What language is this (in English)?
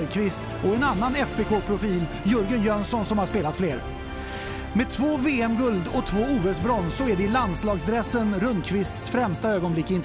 Swedish